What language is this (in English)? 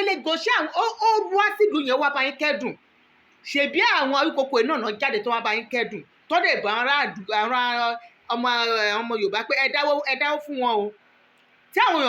Yoruba